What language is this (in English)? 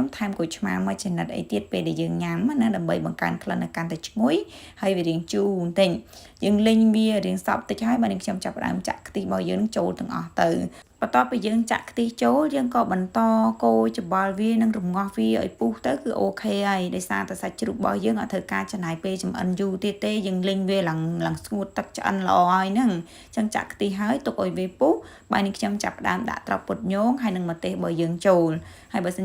Khmer